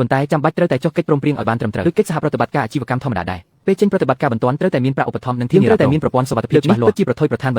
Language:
Khmer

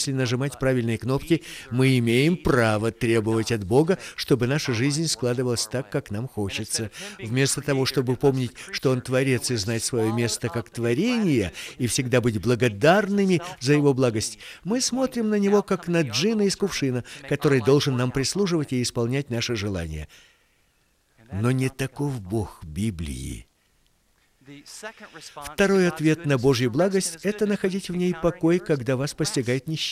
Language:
Russian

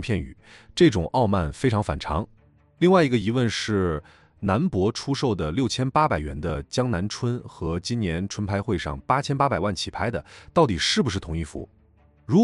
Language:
Chinese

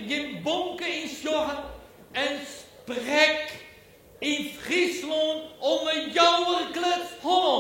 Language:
Western Frisian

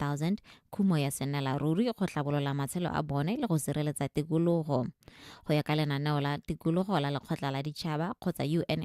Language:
Tswana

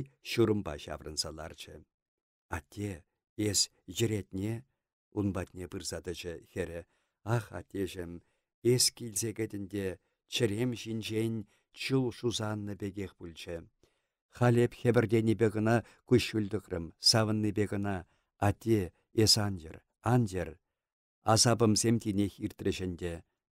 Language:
Chuvash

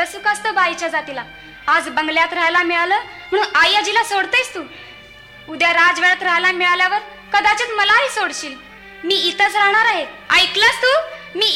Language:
Marathi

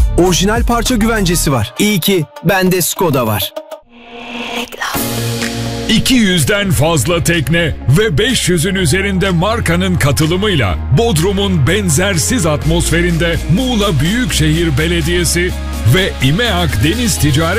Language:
Turkish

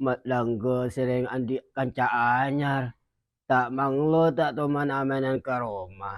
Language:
Madurese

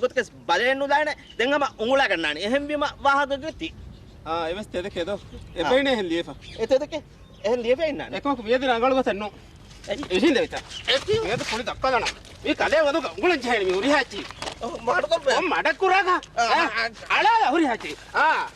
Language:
Divehi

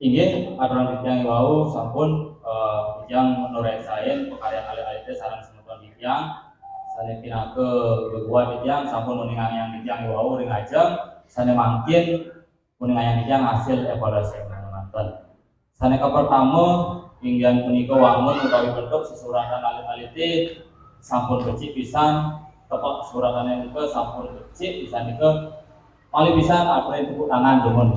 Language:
Balinese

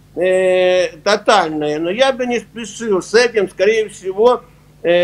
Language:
Russian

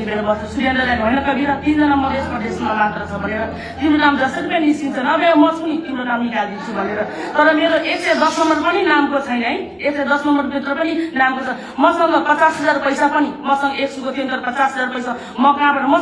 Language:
Nepali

